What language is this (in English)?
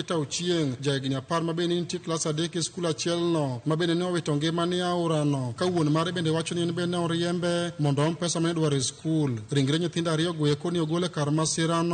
Luo (Kenya and Tanzania)